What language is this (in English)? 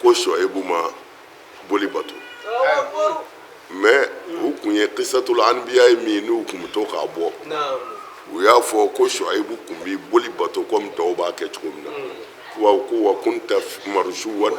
Bambara